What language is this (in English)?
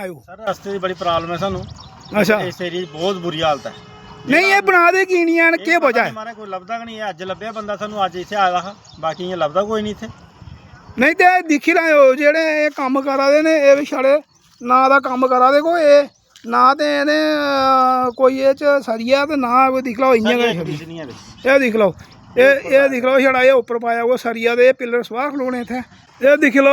Dogri